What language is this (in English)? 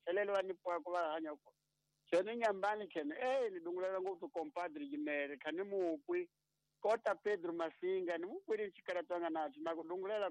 Tsonga